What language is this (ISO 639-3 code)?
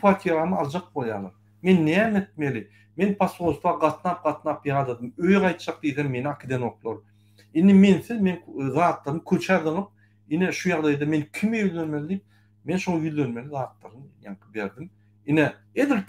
tuk